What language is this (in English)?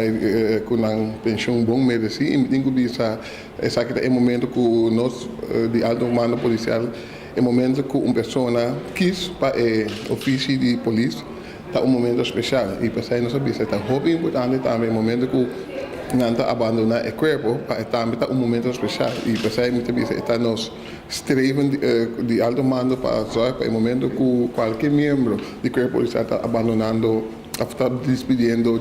Papiamento